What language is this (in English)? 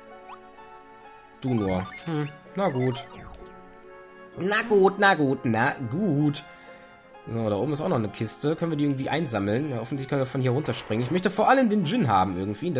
German